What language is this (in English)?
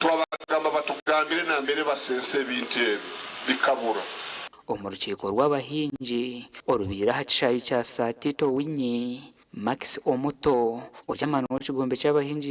Nyankole